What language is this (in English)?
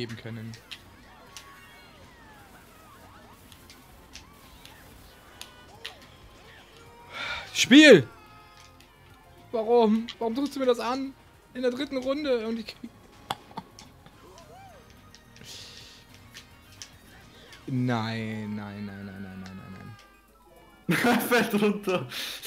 German